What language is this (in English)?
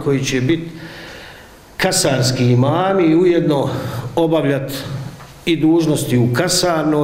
Bosnian